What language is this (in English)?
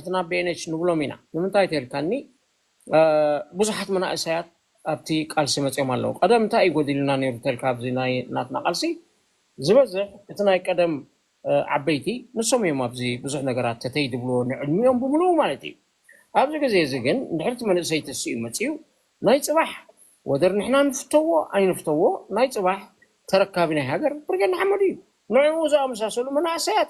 Tigrinya